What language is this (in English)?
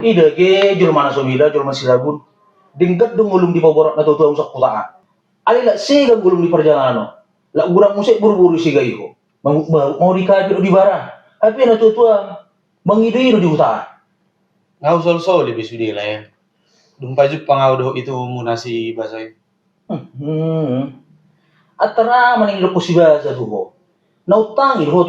Batak Toba